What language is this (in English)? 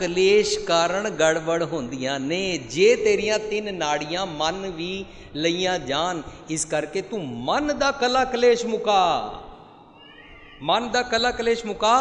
Punjabi